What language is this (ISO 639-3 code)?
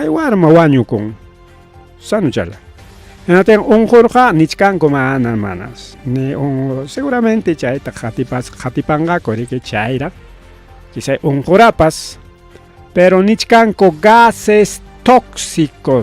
quy